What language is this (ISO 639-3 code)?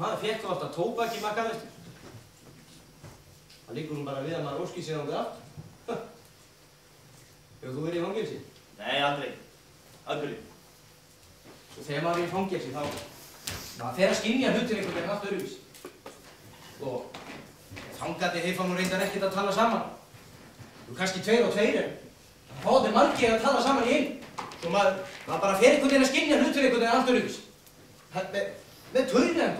isl